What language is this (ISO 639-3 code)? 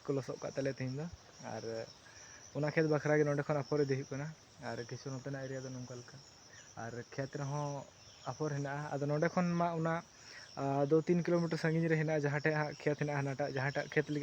sat